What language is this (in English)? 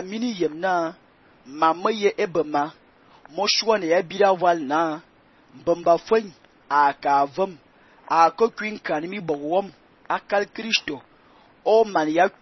Fang